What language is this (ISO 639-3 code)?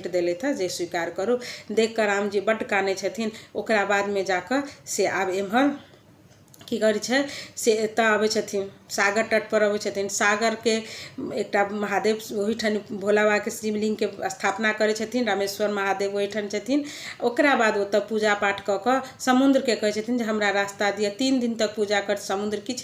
mai